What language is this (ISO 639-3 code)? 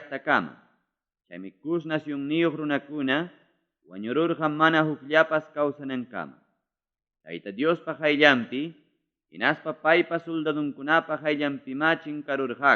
quy